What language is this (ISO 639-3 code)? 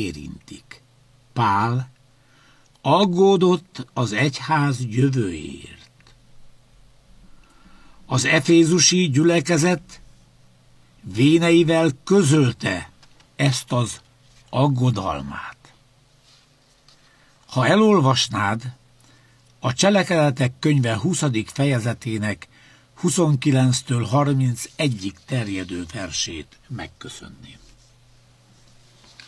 hun